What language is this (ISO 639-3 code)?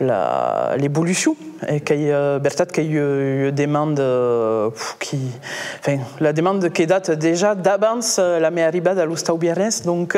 oci